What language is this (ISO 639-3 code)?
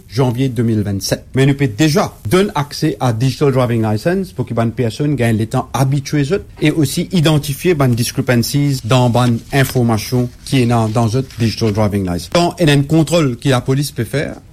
mfe